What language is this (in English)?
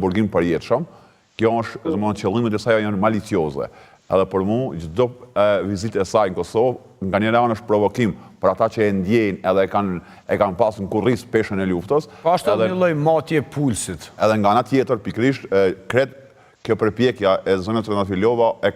Albanian